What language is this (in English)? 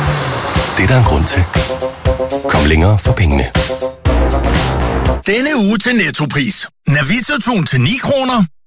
Danish